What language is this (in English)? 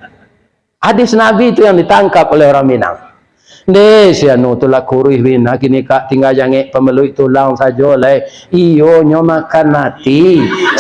Minangkabau